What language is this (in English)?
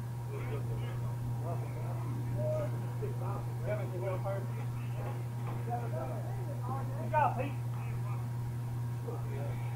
English